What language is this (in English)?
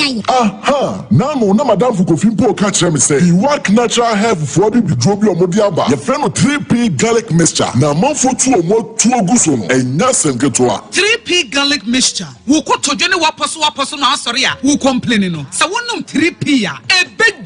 Akan